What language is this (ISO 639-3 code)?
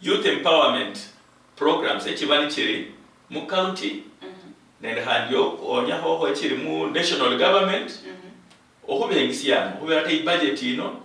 luy